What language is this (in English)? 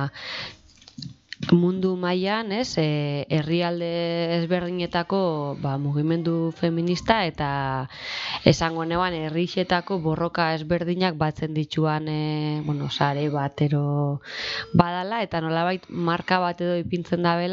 Basque